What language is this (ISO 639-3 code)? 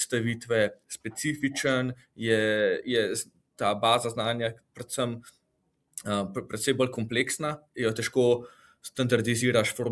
slv